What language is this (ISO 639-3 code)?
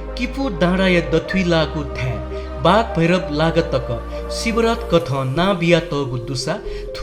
new